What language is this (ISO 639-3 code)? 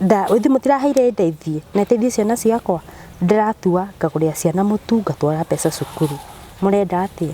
kik